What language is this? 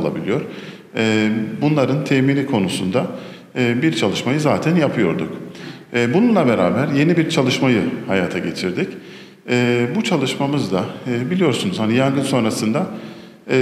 Turkish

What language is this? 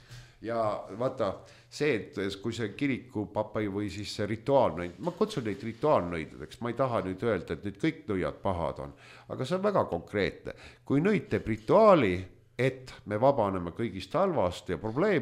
Estonian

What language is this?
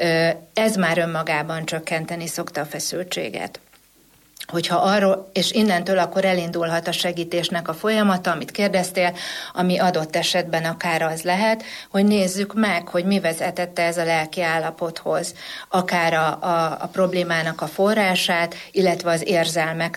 Hungarian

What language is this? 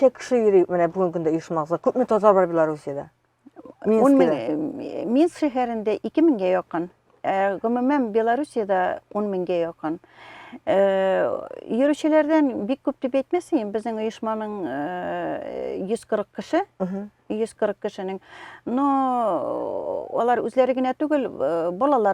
Tatar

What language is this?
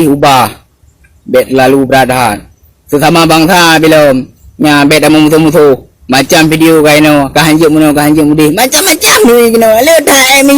Achinese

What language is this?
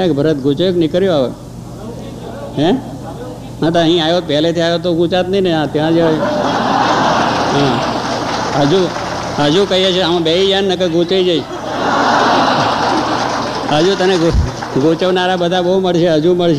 Gujarati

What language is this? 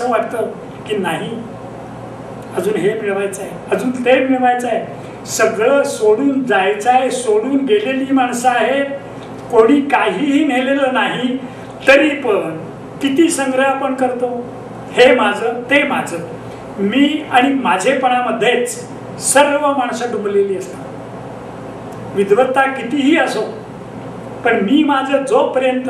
Marathi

